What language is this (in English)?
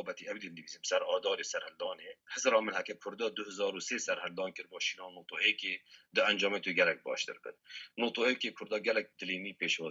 Kurdish